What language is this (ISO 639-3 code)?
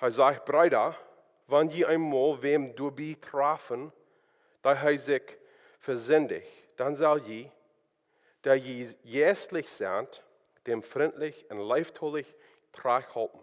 pdt